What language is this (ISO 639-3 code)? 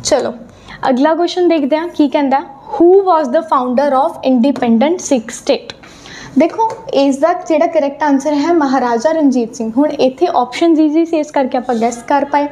pan